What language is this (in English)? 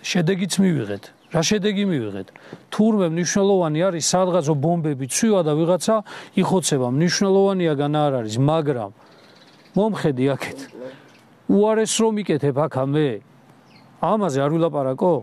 Georgian